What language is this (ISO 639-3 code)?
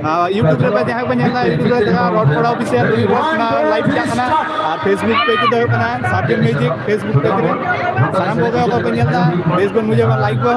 sat